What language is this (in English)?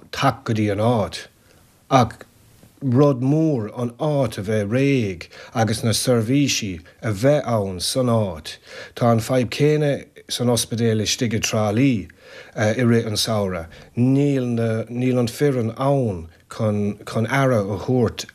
Irish